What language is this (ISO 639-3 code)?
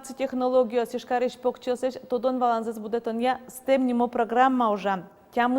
udm